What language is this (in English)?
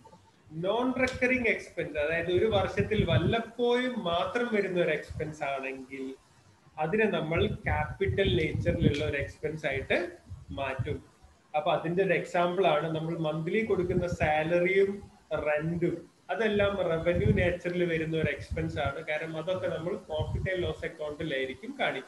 Malayalam